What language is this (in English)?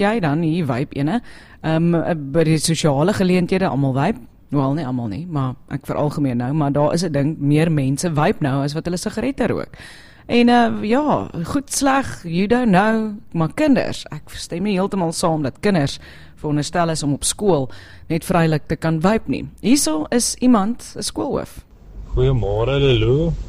Afrikaans